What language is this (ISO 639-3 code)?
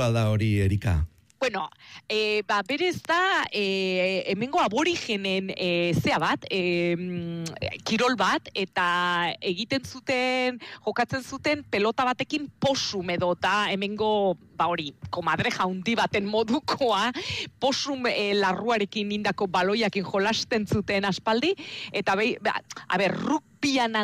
eus